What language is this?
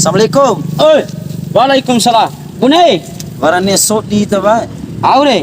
Bima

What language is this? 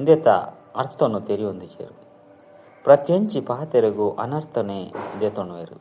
Tulu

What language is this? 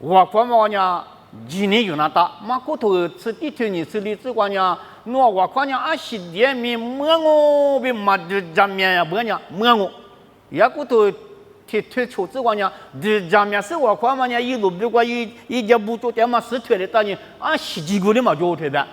Lisu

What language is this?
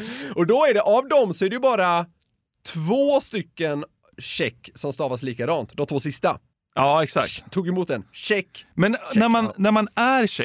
Swedish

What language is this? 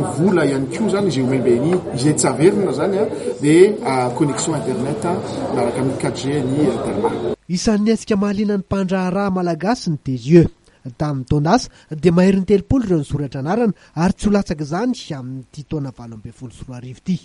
Malagasy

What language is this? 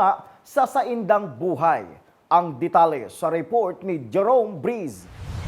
Bikol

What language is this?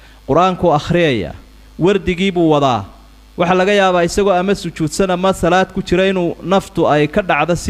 Somali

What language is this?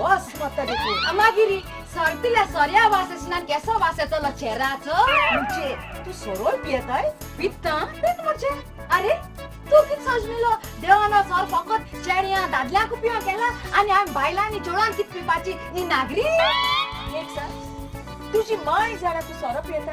Konkani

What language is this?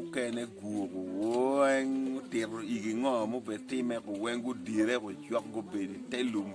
Acoli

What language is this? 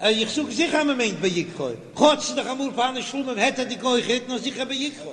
Yiddish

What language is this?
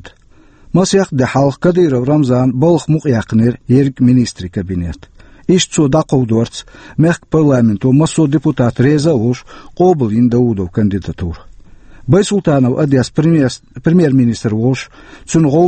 Chechen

